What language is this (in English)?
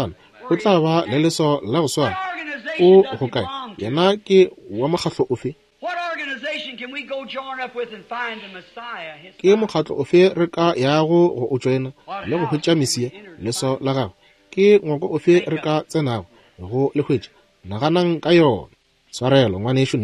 Northern Sotho